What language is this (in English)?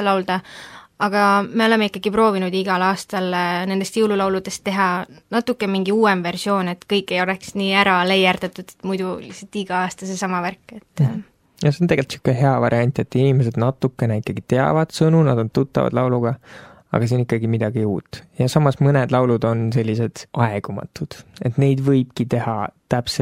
Estonian